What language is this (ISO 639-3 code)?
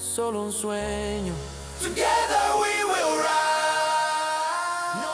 isl